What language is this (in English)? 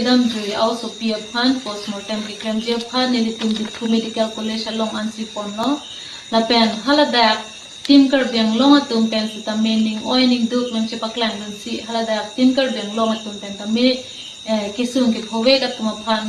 Karbi